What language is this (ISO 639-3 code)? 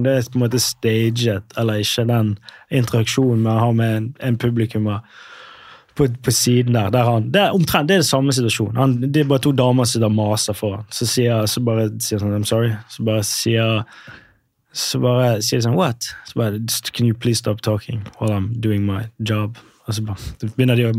nor